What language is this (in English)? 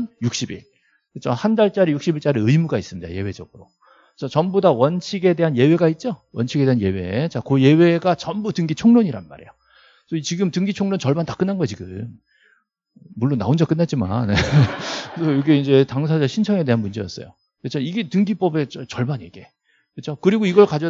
Korean